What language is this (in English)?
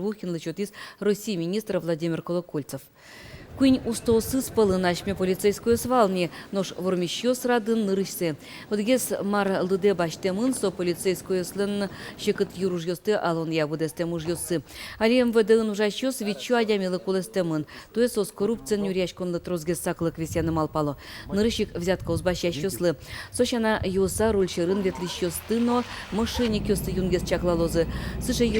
Udmurt